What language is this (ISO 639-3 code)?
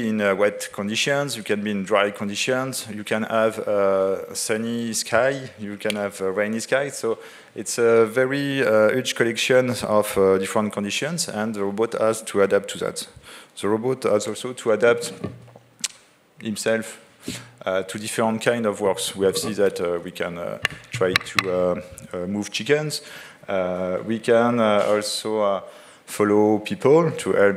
eng